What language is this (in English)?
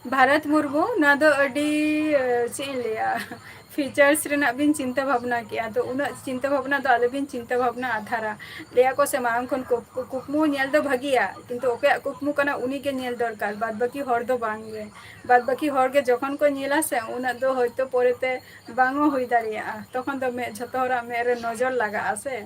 Santali